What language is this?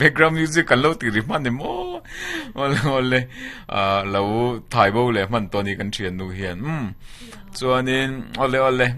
Mizo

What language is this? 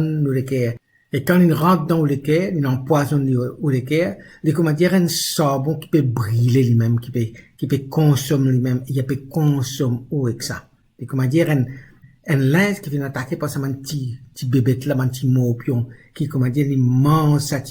Morisyen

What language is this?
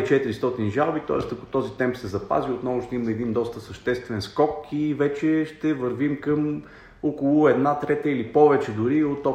Bulgarian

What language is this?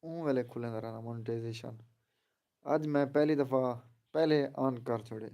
Saraiki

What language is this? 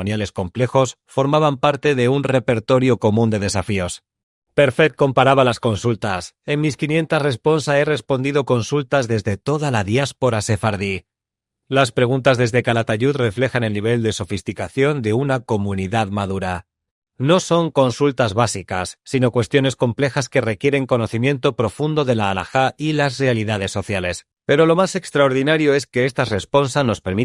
Ladino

